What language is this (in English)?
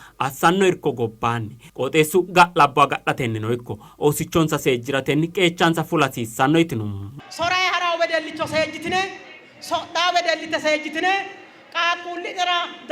Sidamo